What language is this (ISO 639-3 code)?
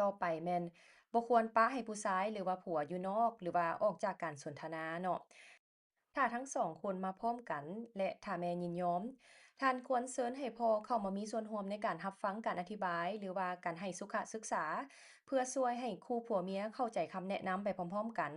lao